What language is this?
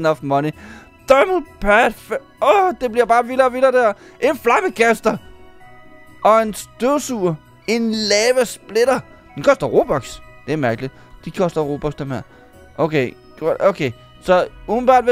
Danish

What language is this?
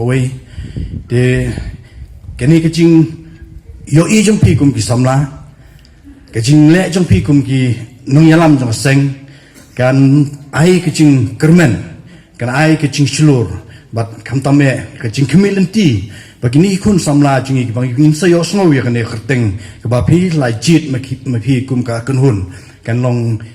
Khasi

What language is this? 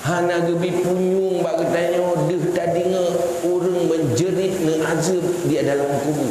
Achinese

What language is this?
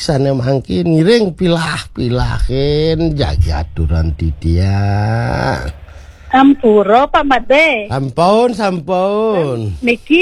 Balinese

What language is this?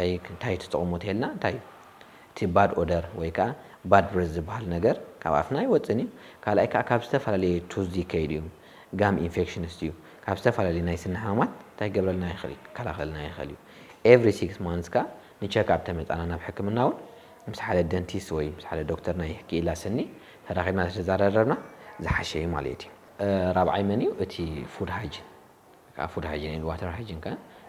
Tigrinya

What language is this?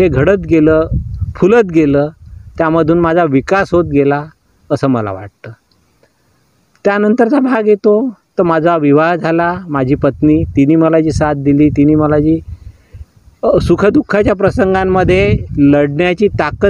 Marathi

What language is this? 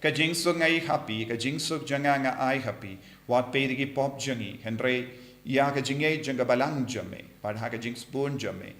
Khasi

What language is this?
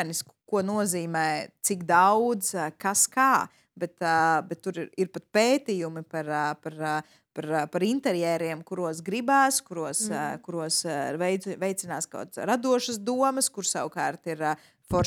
Latvian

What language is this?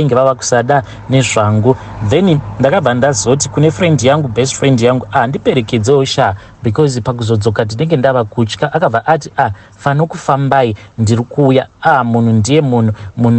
Shona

